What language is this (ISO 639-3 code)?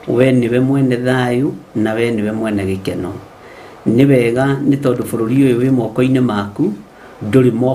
kik